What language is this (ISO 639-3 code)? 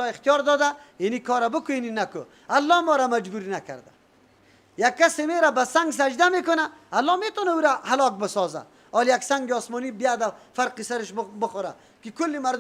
fas